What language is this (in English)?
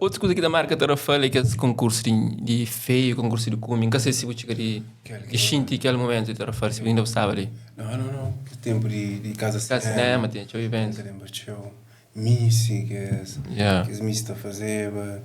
Kabuverdianu